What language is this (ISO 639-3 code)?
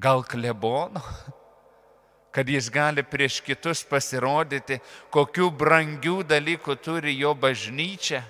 lit